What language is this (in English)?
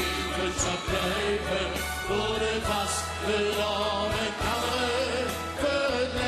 Limburgish